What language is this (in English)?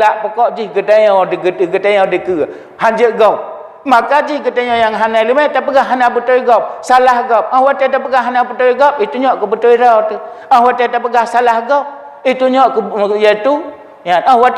Achinese